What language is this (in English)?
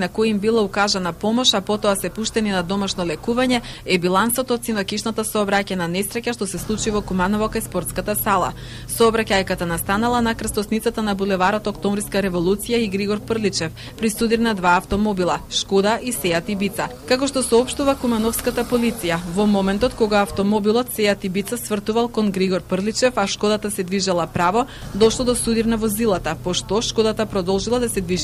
Macedonian